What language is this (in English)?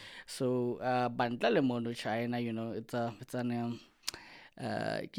Southern Sotho